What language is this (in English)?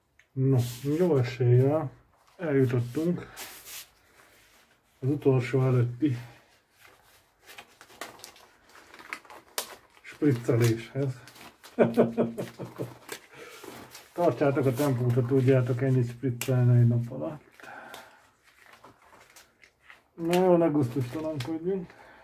Hungarian